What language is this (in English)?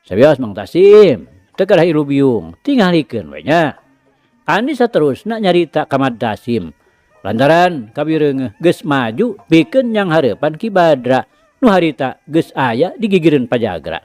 Sundanese